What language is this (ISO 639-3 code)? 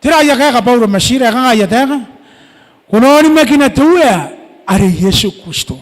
gil